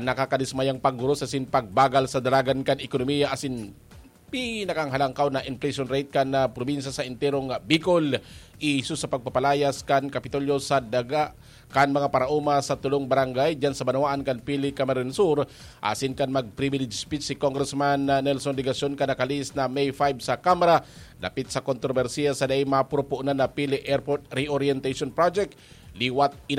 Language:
Bikol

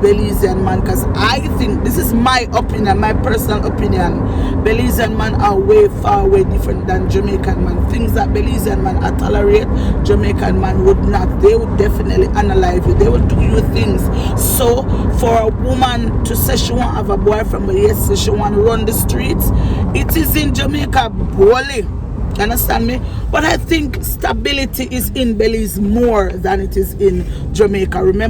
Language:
Jamaican Creole English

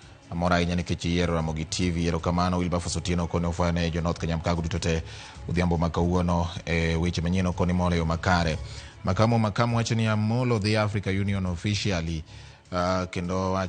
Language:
Luo (Kenya and Tanzania)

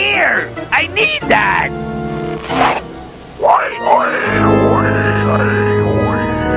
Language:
English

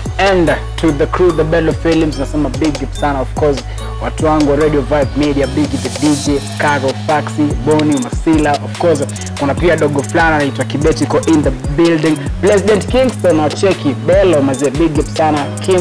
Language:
Swahili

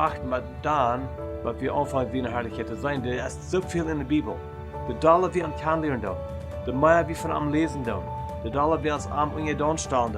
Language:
Plautdietsch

